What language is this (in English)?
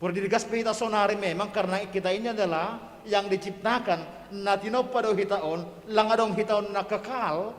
Batak Simalungun